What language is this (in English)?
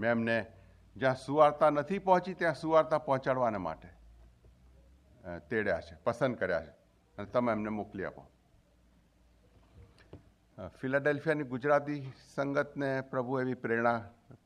Gujarati